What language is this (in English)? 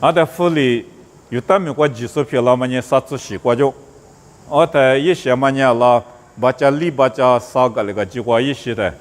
Lisu